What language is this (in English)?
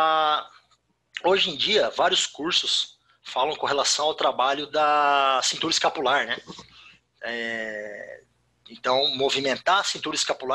Portuguese